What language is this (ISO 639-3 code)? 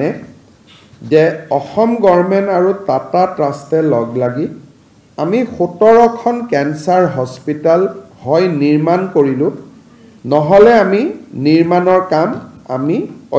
asm